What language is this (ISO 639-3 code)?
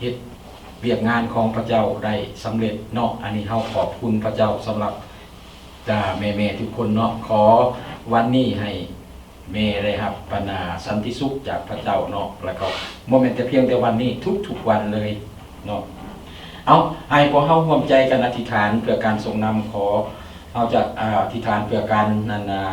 lao